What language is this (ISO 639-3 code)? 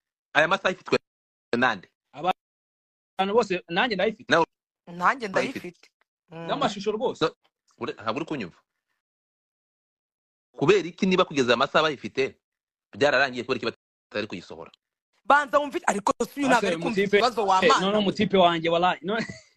kin